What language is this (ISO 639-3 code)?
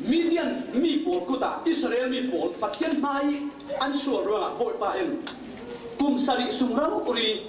cfm